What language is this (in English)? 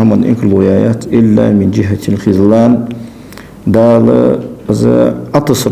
Ingush